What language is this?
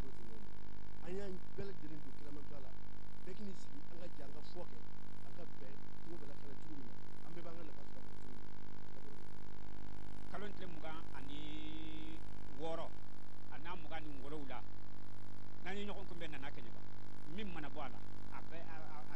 Bambara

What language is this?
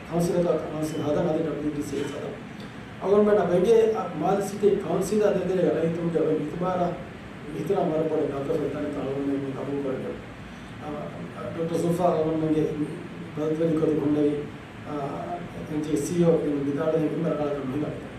Divehi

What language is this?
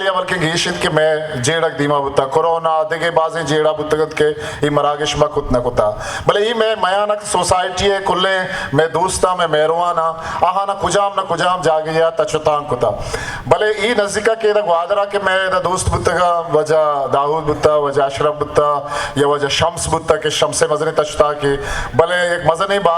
Baluchi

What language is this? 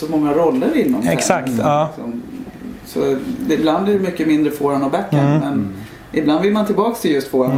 Swedish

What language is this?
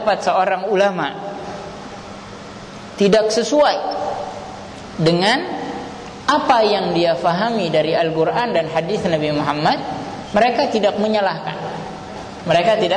Indonesian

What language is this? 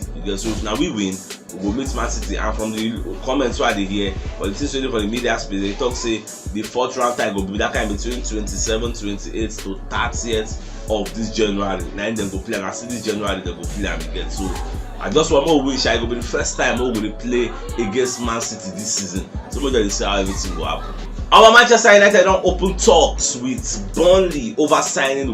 Nigerian Pidgin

